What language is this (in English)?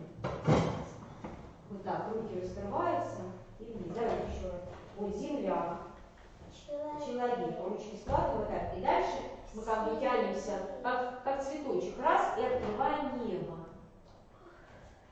Russian